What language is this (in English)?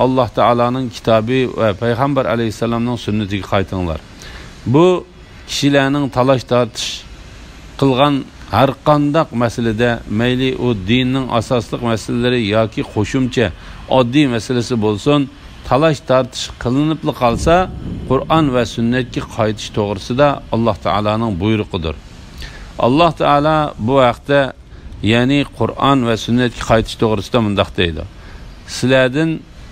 Uyghur